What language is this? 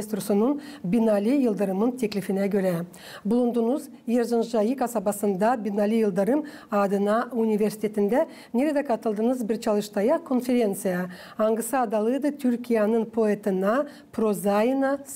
Gagauz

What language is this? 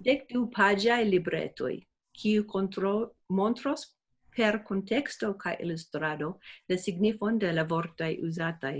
Esperanto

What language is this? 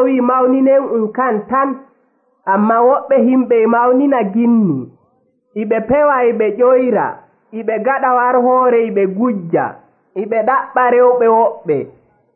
Nigerian Fulfulde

